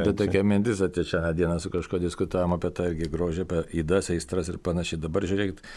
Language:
Lithuanian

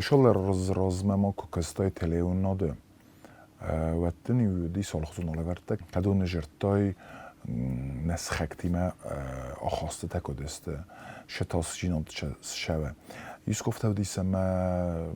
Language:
Ossetic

